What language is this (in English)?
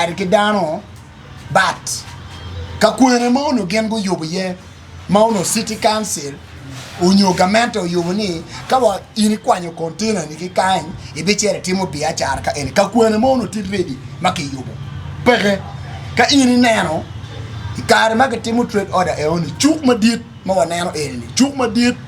Acoli